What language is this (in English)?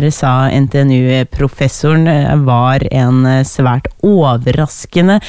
Norwegian